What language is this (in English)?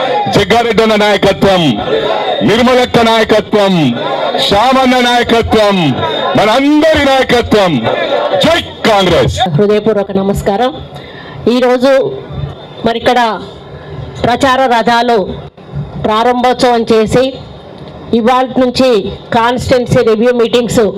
Telugu